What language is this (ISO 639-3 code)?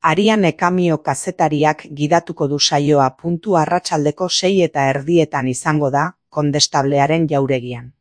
eus